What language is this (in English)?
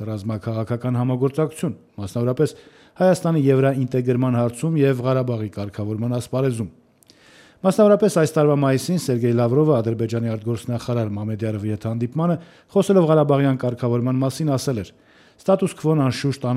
Armenian